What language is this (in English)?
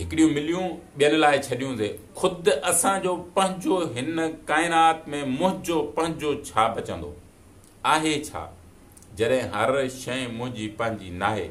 Sindhi